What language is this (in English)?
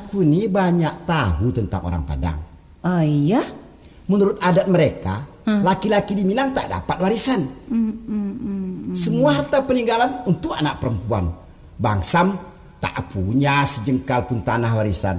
Minangkabau